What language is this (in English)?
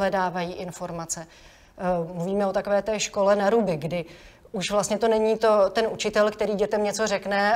Czech